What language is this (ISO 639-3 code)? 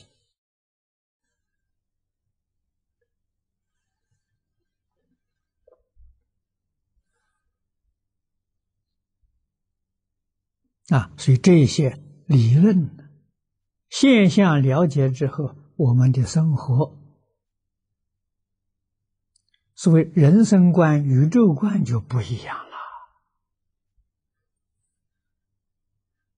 zho